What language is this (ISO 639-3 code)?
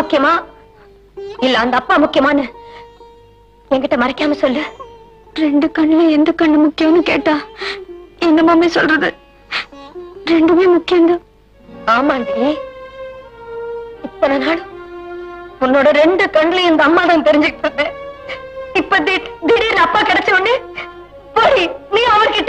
tam